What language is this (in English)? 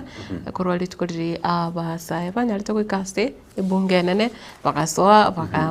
Gusii